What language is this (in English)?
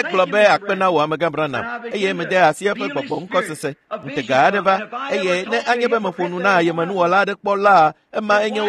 Ewe